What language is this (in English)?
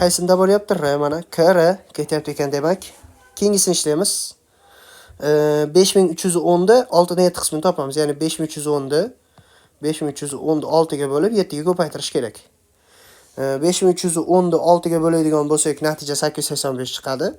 Uzbek